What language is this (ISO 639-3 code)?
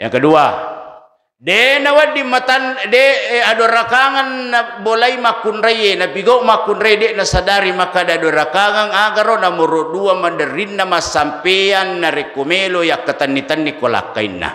bug